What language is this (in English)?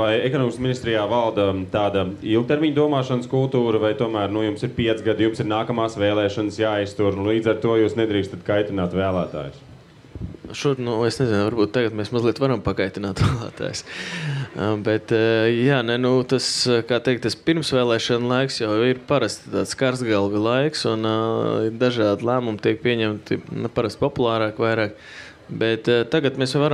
Latvian